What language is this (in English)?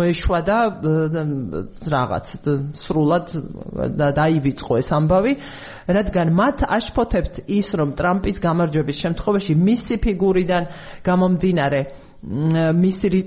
Georgian